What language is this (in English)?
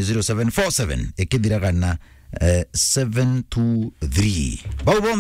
Meru